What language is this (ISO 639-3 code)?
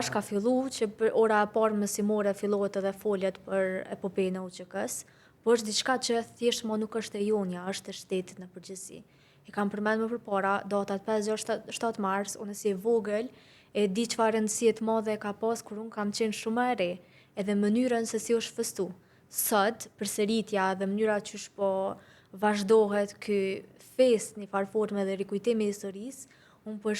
sqi